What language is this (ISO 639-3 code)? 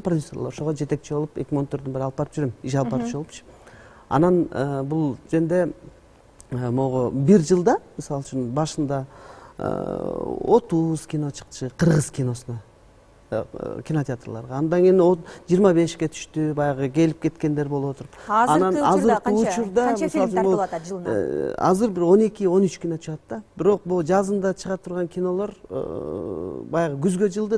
kir